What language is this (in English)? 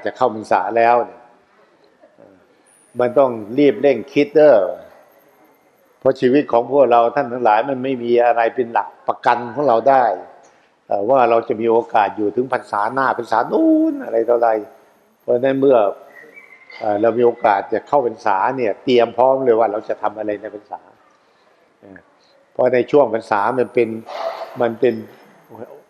Thai